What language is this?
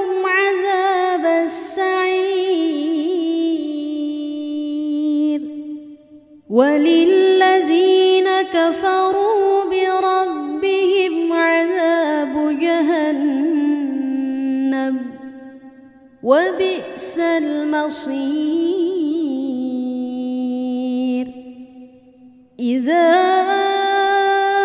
Arabic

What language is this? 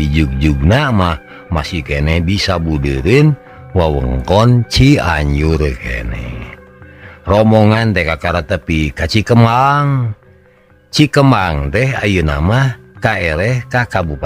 Sundanese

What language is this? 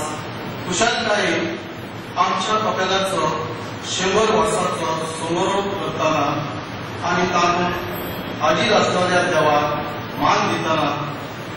Konkani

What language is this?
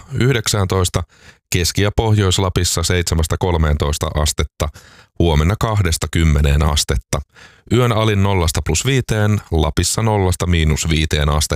Finnish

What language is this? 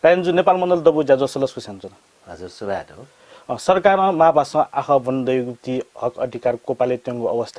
Newari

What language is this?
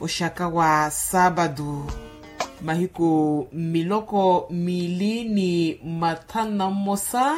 Makhuwa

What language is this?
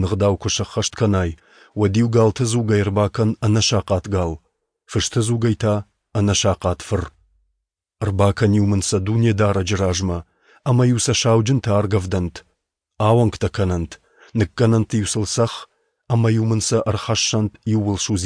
Ossetic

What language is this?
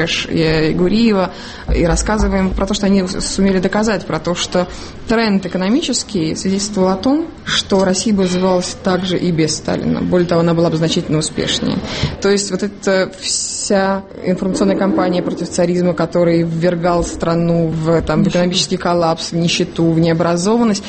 Russian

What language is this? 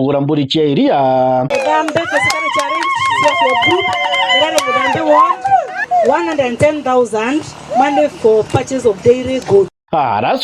Meru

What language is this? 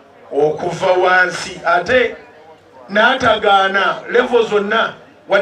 Ganda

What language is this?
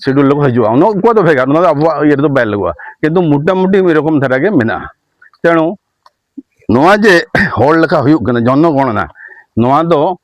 Santali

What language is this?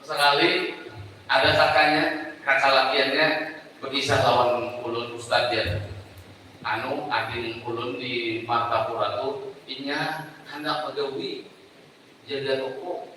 Banjar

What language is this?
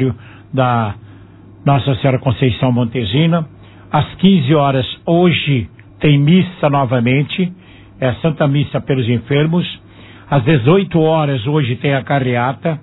Portuguese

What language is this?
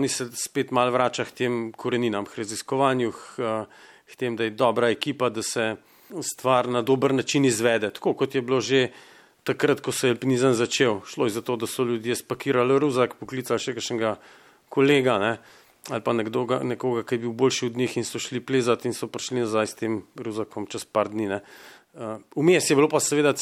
Slovenian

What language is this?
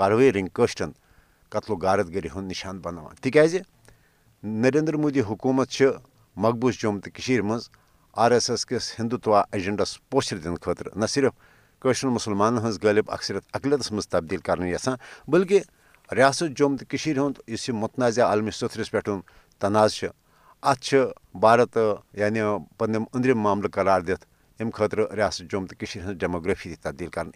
Kashmiri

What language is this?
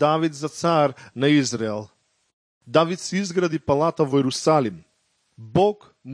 Macedonian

